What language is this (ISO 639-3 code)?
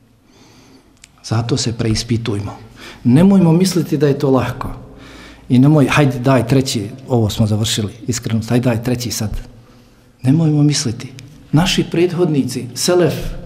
bos